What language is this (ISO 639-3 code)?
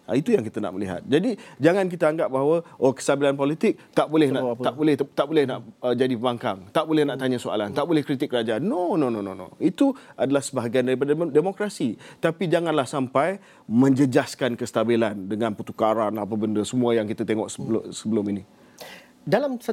msa